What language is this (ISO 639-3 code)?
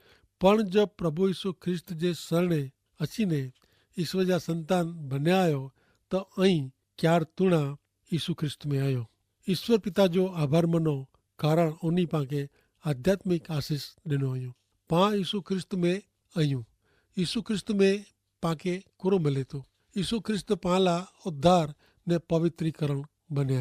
kfr